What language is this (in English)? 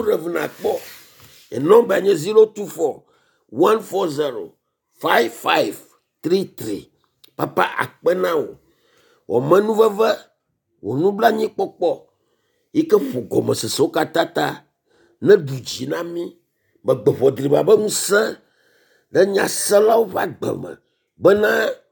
Ewe